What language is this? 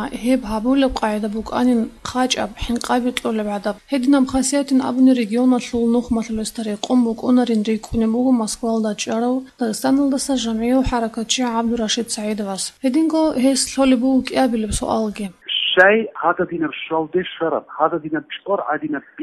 Avaric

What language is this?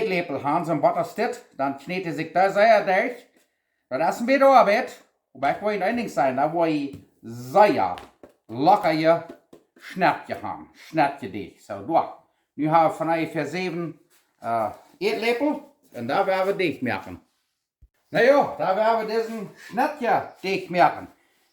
Plautdietsch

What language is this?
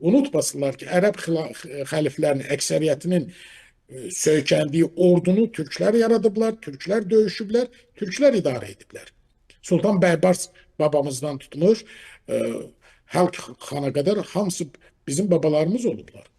Azerbaijani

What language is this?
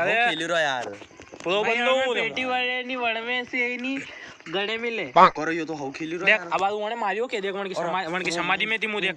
Rajasthani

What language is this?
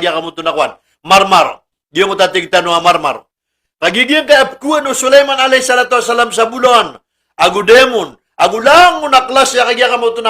Maranao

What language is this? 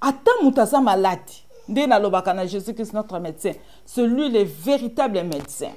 Lingala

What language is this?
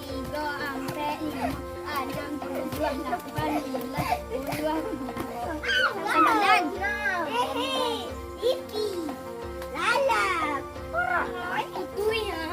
Minangkabau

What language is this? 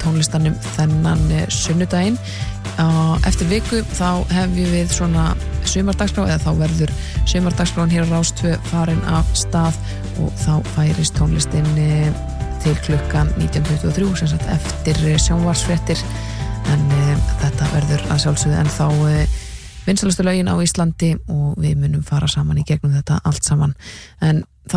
Icelandic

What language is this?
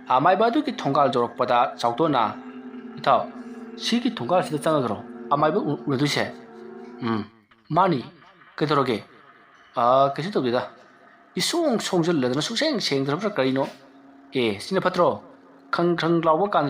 Manipuri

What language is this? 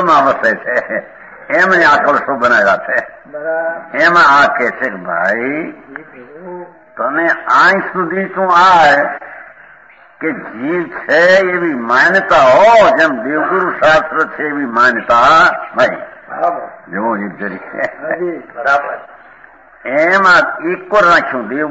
Gujarati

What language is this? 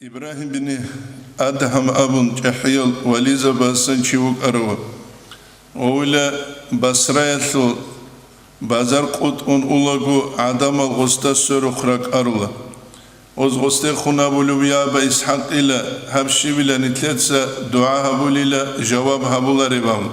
Avaric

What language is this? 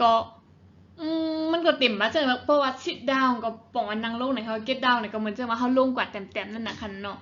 Shan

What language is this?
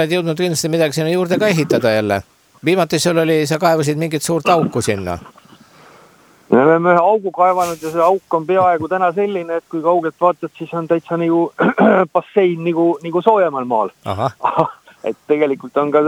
Estonian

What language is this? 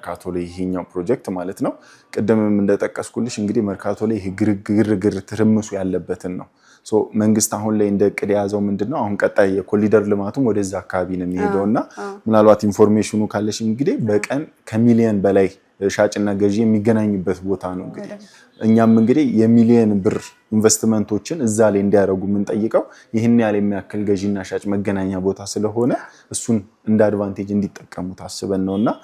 Amharic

